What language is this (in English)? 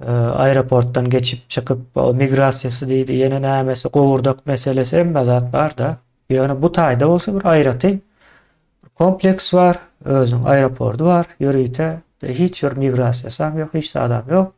Turkmen